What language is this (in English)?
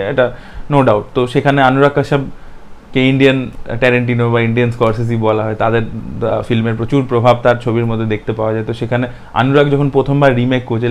Bangla